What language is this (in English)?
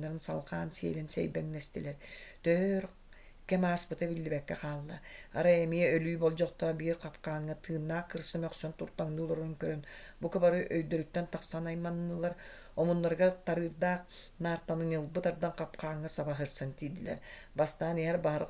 Yakut